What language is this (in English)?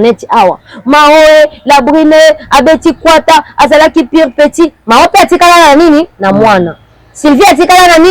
Lingala